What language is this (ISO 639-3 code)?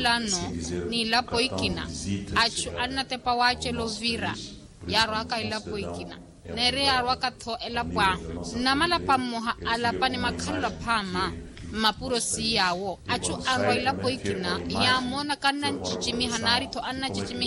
vmw